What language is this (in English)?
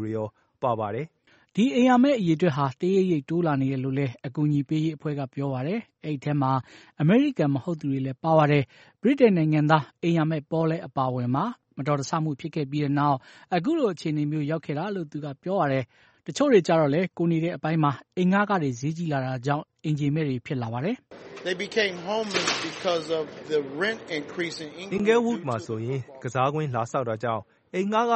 Burmese